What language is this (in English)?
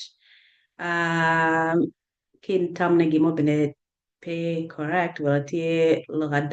Acoli